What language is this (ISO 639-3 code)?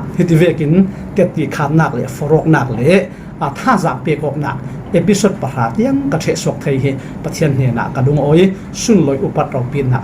cfm